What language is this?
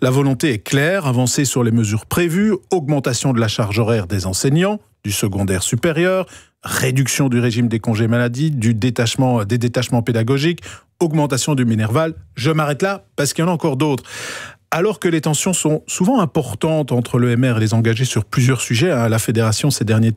French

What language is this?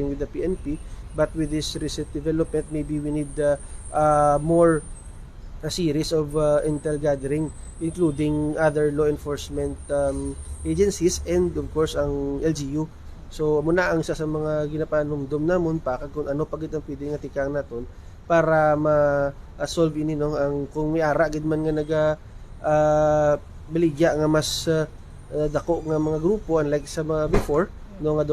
Hiligaynon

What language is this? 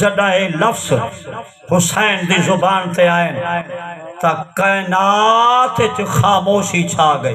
Saraiki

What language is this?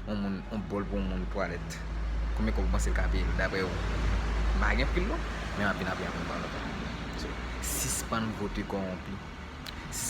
Haitian Creole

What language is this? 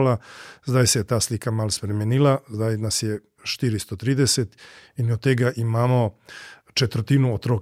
Slovenian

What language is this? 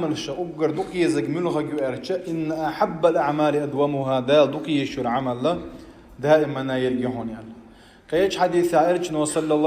Chechen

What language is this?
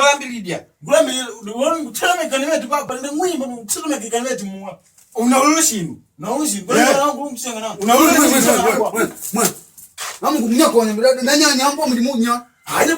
Makonde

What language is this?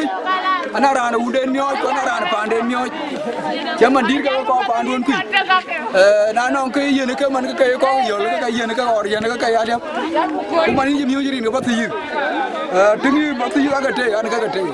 Dinka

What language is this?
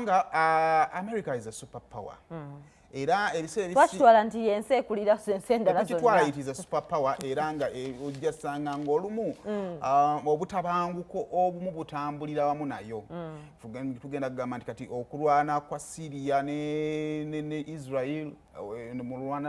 Ganda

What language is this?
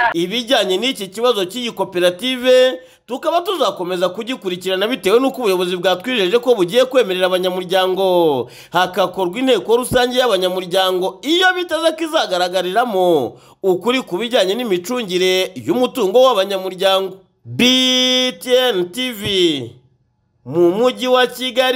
Kinyarwanda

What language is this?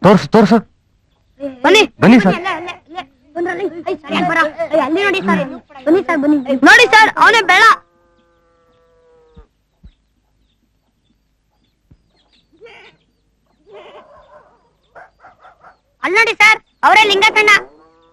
Kannada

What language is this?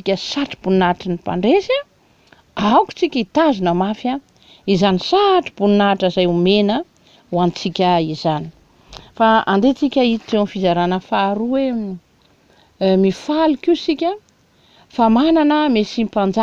Malagasy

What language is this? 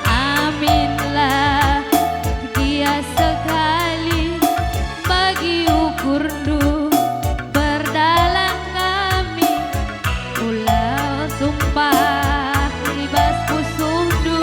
Batak Karo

